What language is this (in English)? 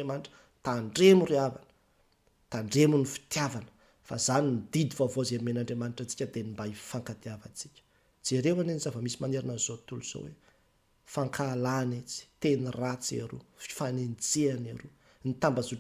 Malagasy